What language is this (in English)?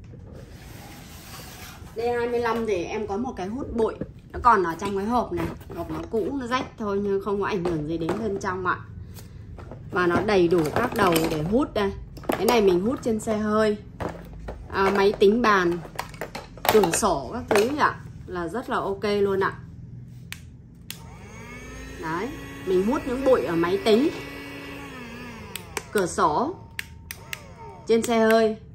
Vietnamese